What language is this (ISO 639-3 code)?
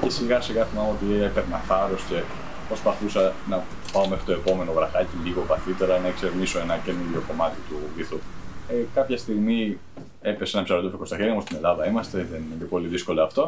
ell